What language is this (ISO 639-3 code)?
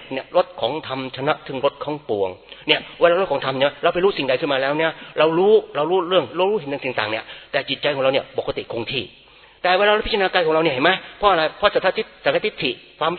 tha